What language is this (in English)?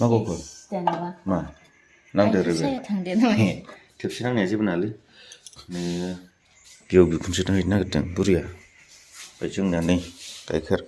Bodo